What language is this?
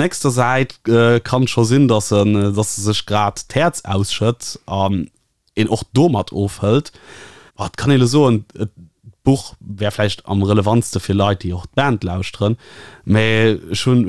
Luxembourgish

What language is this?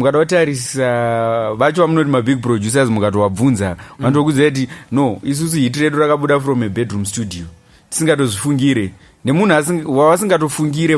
Shona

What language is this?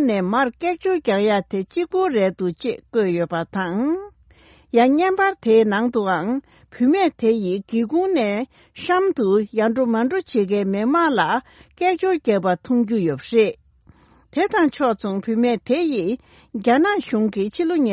Tibetan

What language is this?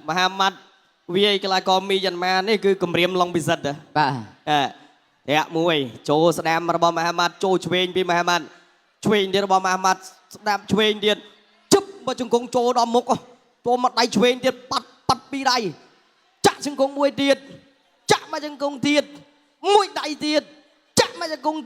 Khmer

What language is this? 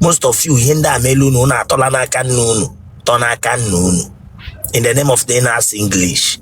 Igbo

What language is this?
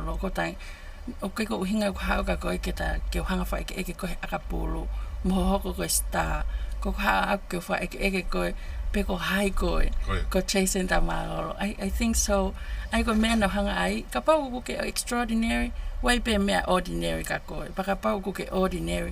Tongan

